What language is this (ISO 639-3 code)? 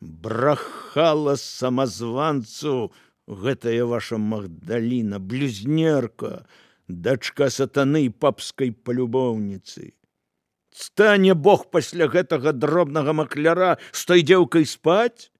bel